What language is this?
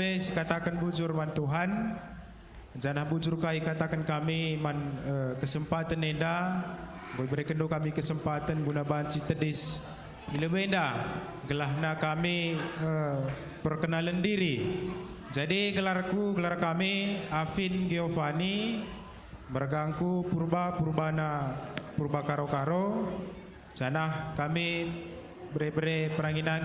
Batak Karo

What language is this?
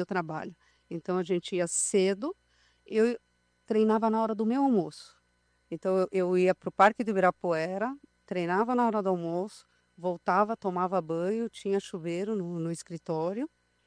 Portuguese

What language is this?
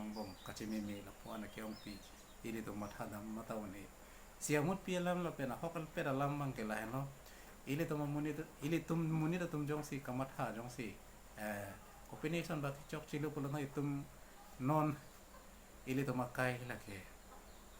Karbi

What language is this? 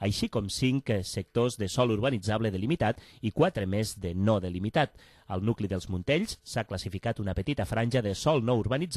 Catalan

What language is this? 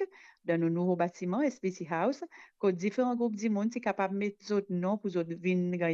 Morisyen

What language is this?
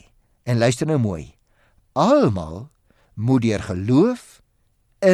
Afrikaans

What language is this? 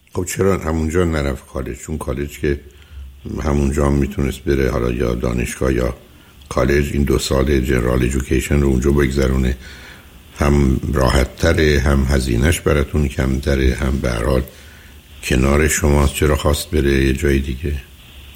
Persian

